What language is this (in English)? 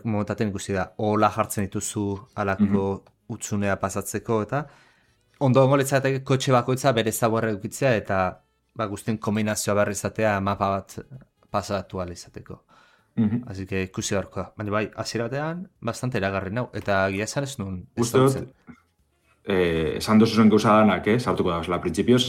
Basque